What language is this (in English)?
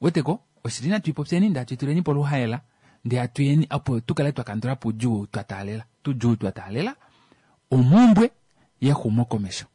Kuanyama